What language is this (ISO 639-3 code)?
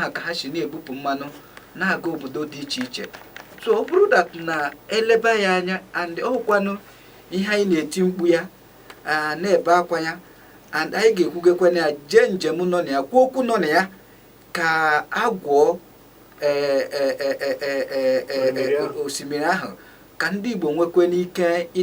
ibo